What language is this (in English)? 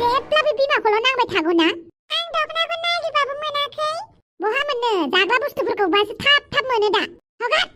Bodo